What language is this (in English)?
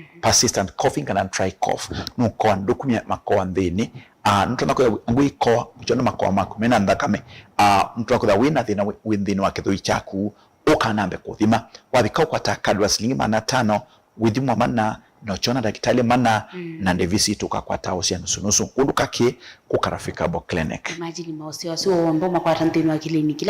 Kamba